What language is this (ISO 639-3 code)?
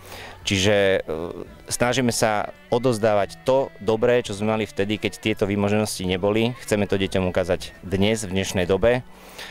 slk